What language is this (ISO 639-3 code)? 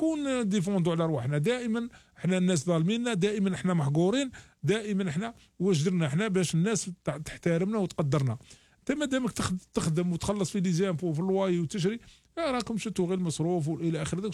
arq